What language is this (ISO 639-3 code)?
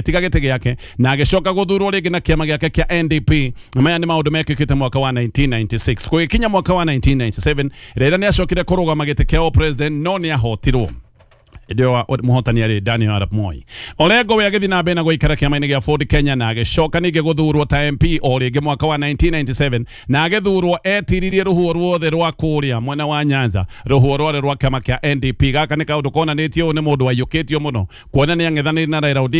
kik